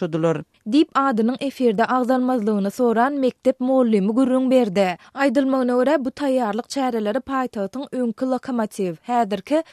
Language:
Turkmen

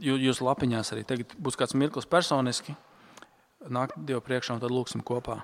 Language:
Latvian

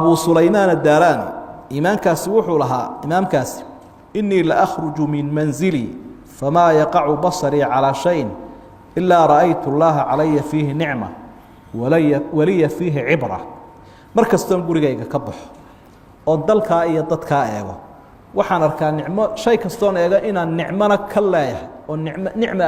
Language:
Somali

